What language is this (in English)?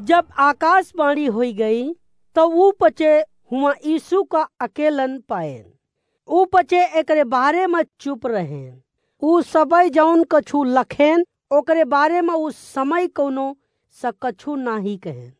Awadhi